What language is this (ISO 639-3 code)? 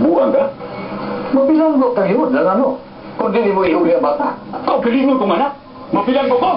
ceb